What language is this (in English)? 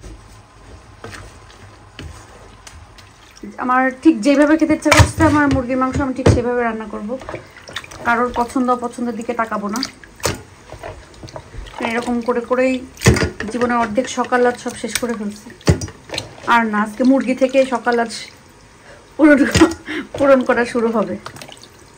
Bangla